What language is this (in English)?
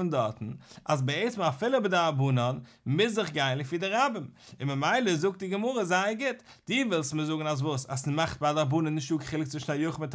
Yiddish